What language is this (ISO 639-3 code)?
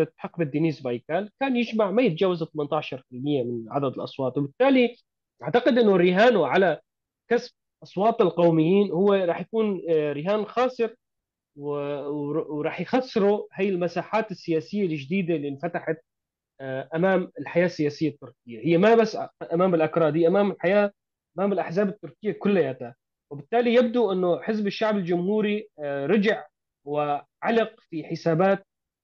apc